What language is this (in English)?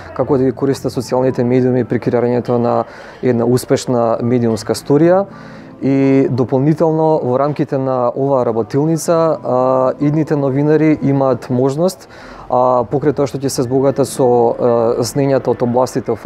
Macedonian